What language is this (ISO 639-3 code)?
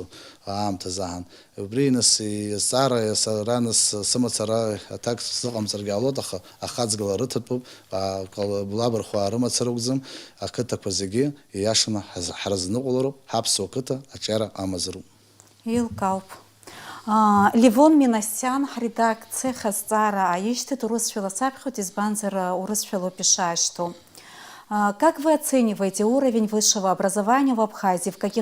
abk